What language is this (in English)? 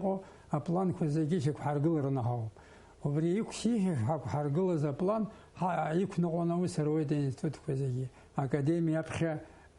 Abkhazian